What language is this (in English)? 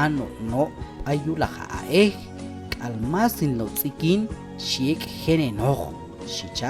Q'anjob'al